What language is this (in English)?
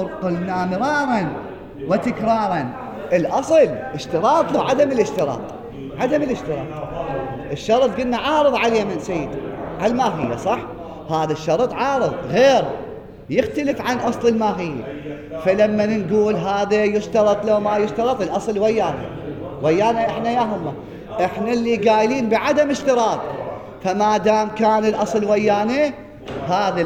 Mesopotamian Arabic